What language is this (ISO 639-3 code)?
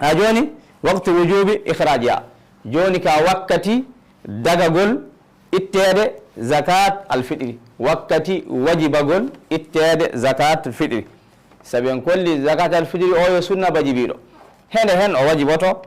ful